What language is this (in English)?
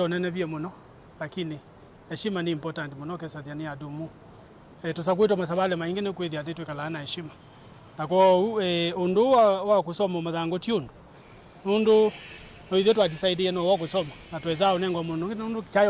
Kamba